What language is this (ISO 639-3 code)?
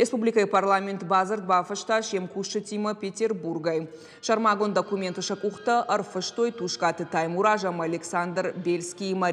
oss